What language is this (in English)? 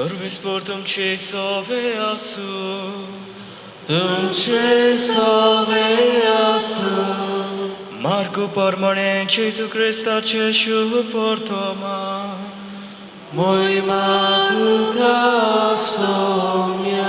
Konkani